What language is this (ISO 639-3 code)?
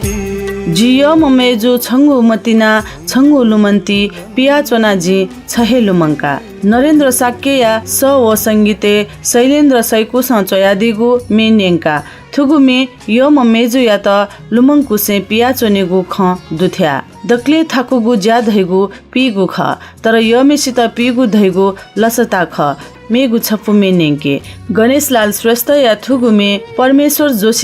new